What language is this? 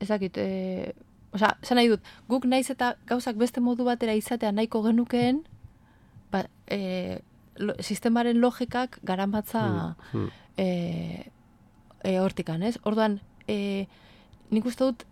Basque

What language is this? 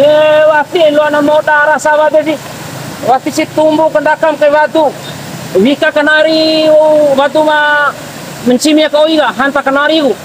Bima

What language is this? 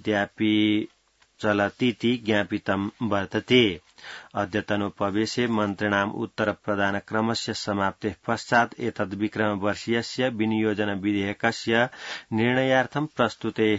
Sanskrit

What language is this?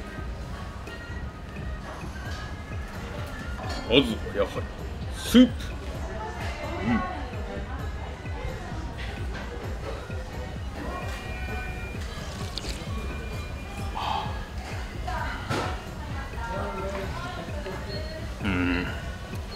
Japanese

